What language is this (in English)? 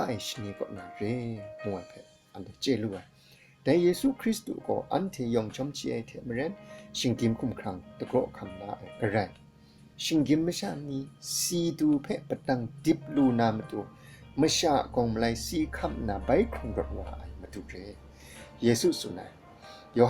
Kachin